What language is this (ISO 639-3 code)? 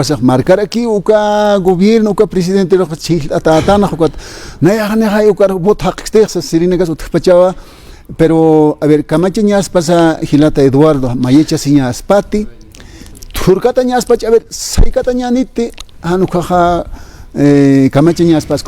aym